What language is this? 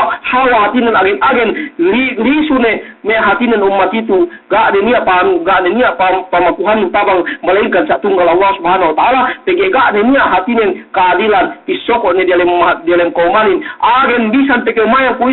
Yakan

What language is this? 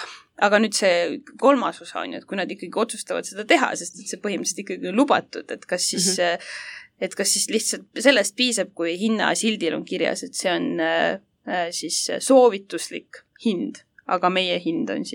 Estonian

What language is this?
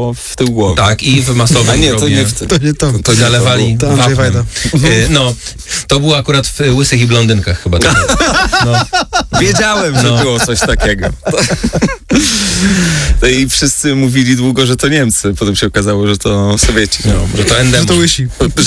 Polish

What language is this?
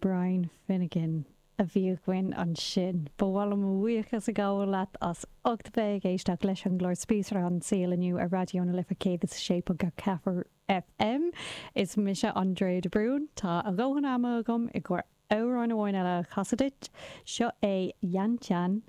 Irish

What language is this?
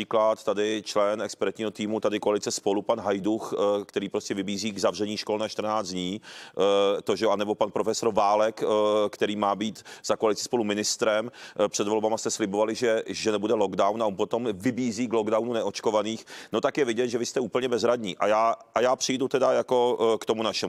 Czech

